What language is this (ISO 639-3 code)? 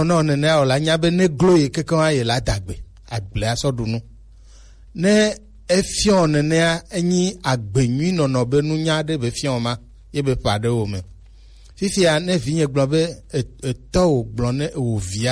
gej